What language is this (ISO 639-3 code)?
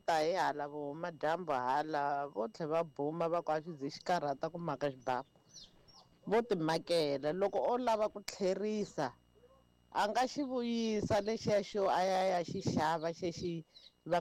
tso